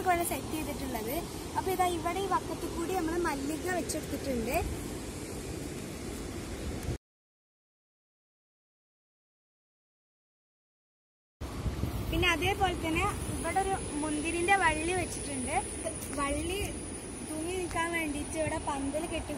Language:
Malayalam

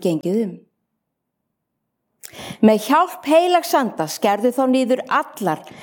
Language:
Icelandic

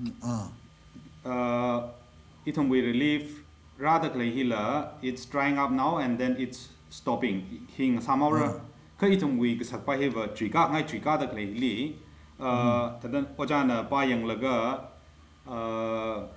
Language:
Tangkhul Naga (India)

